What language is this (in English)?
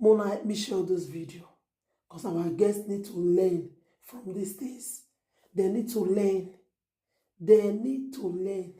Nigerian Pidgin